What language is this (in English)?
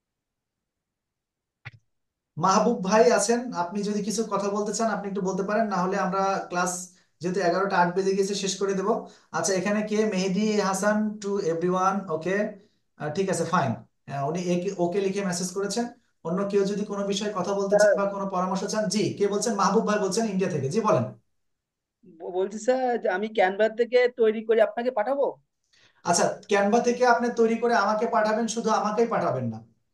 Bangla